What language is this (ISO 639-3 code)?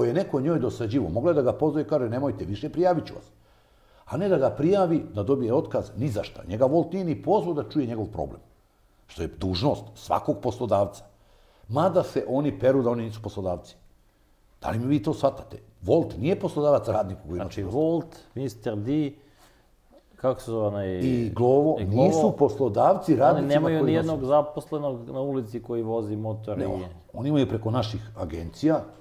srp